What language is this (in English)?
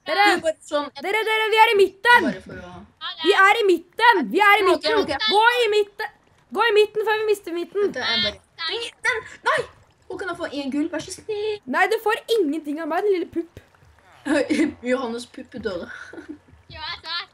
Norwegian